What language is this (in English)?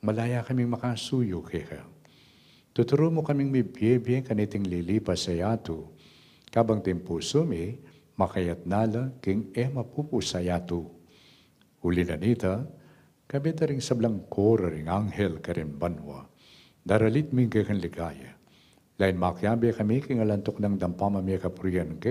Pampanga